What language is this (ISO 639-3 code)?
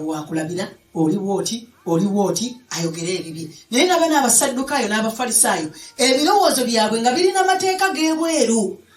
lug